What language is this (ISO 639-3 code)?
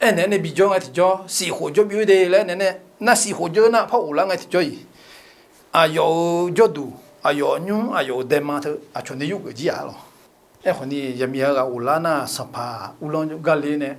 ahk